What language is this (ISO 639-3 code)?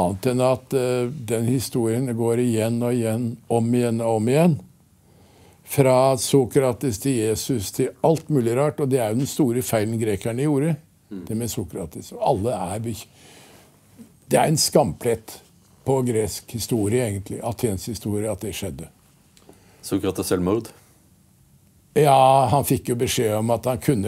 nor